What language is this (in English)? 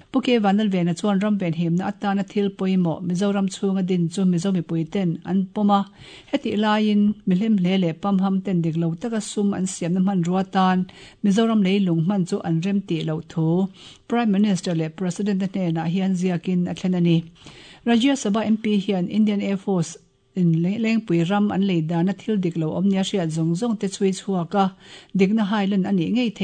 Mizo